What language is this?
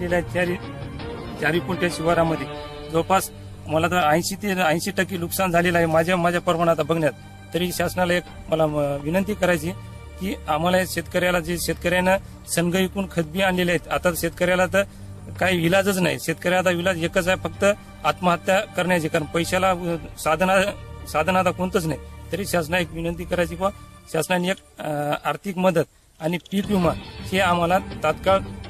Marathi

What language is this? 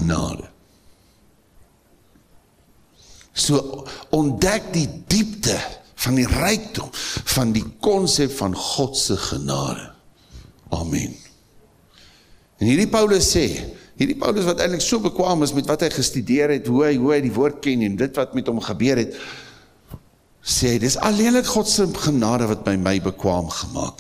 Afrikaans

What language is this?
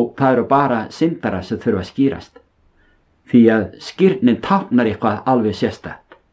Icelandic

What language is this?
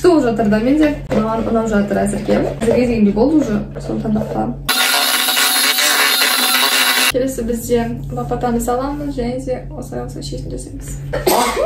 Kazakh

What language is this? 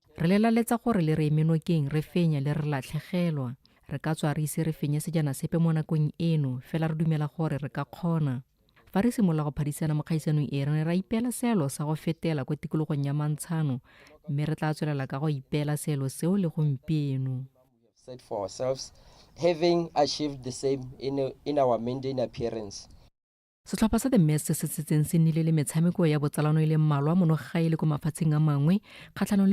Tswana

